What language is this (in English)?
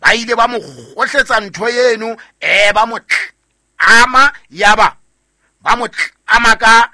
Southern Sotho